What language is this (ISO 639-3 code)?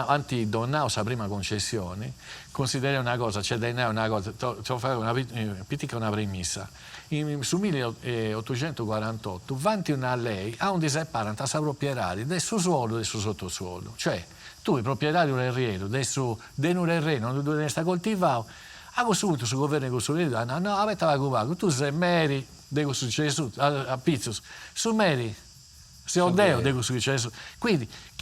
srd